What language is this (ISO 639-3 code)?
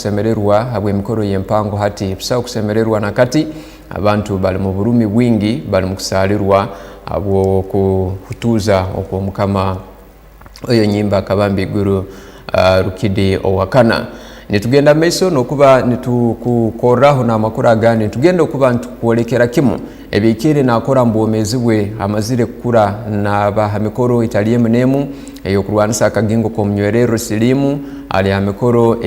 ttj